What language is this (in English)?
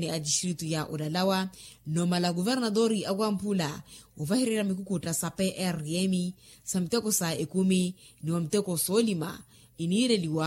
Makhuwa